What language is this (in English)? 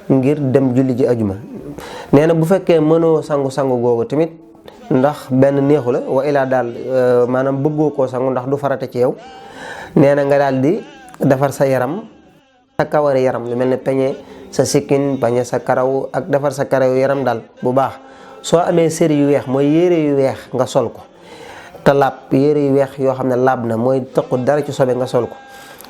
Wolof